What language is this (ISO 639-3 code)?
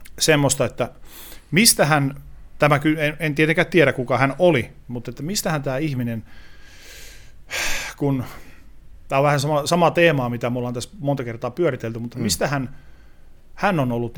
fin